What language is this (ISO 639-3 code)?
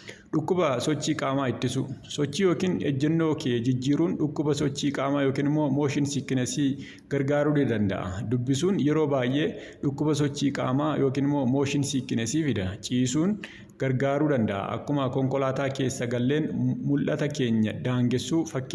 orm